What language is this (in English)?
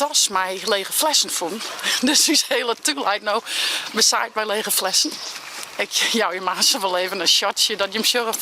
Western Frisian